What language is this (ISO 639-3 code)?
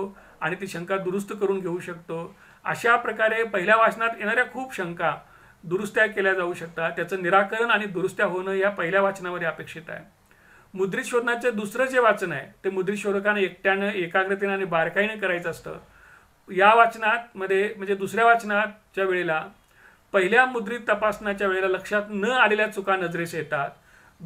mar